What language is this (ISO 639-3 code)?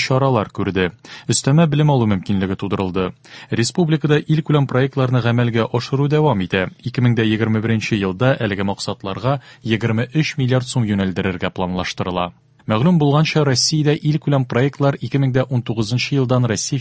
tat